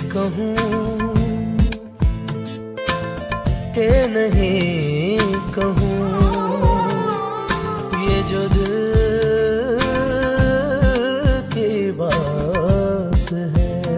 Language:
Hindi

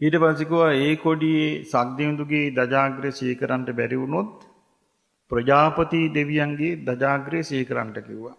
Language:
Sinhala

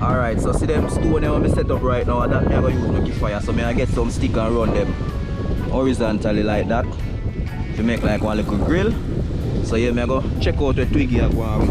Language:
Jamaican Creole English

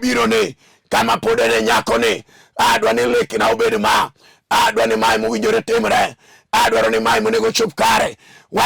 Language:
Luo (Kenya and Tanzania)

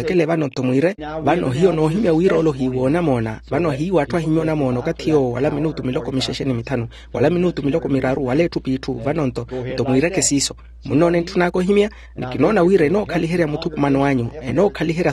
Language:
Makhuwa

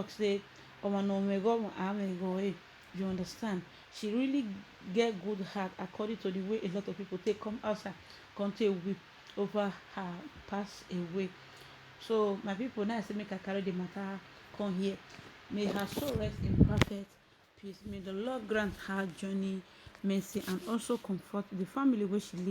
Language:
Nigerian Pidgin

